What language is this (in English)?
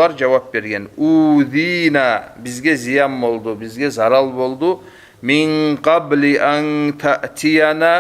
Kumyk